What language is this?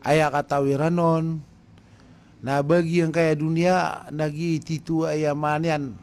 Maranao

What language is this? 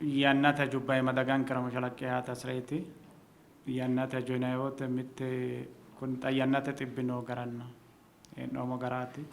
Sidamo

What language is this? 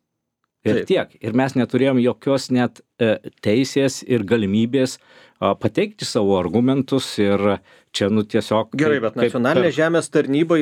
Lithuanian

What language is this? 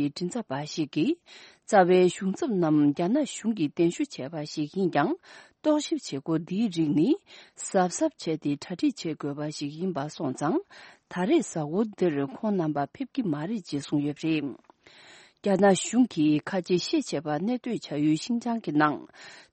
Tibetan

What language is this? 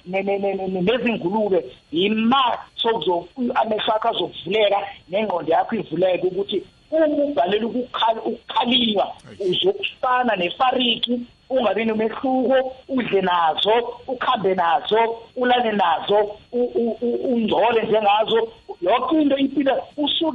South Ndebele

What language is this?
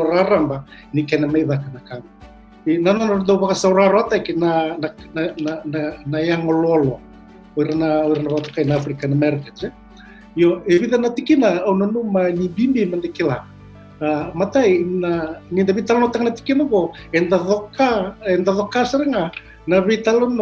Fijian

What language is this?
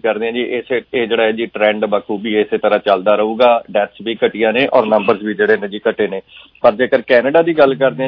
Punjabi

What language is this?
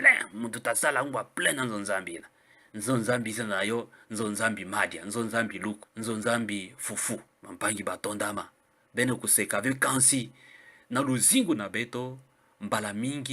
Kituba (Democratic Republic of Congo)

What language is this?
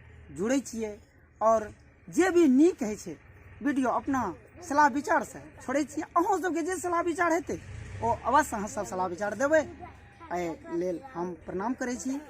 Maithili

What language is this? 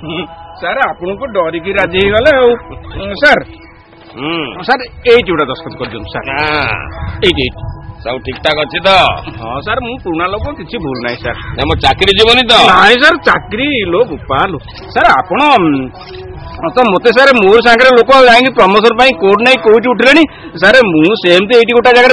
Odia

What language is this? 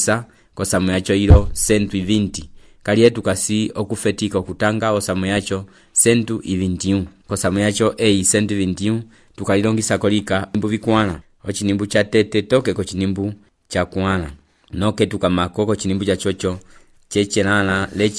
Umbundu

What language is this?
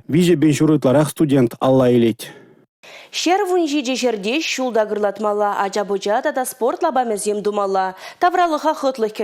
Chuvash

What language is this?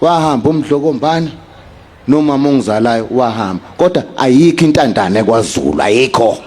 Zulu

